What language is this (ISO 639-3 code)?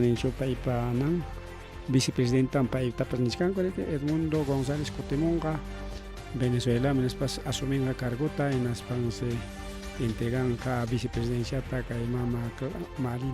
quy